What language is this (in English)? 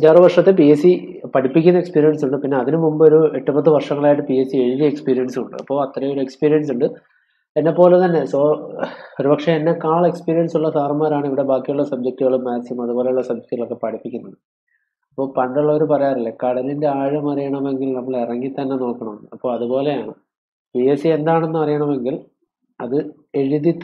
Malayalam